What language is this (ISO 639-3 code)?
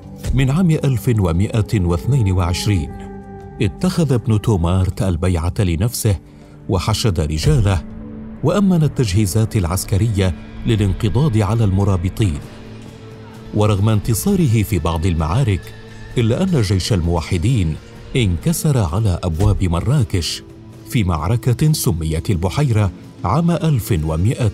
ara